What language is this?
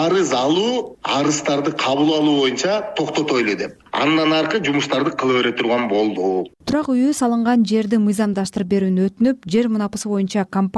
Kyrgyz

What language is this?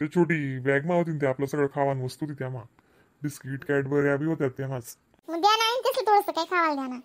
Khandesi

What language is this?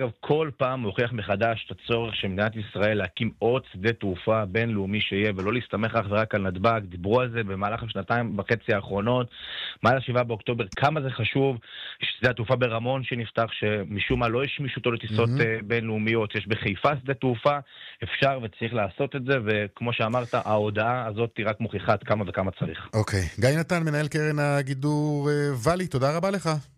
Hebrew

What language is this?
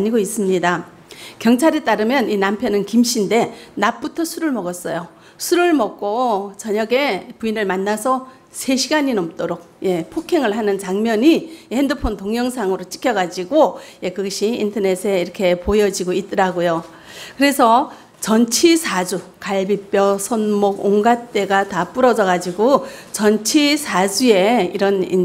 Korean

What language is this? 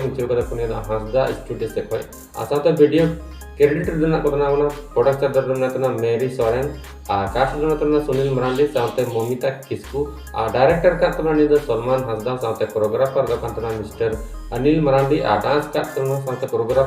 Santali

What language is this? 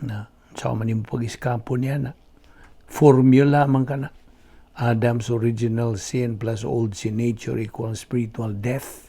Cebuano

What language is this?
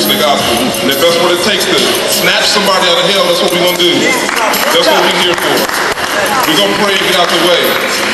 English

